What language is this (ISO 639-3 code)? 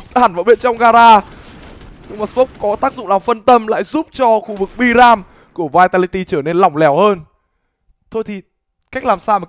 vie